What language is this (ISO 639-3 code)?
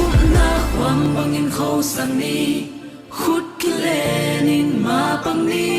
ctd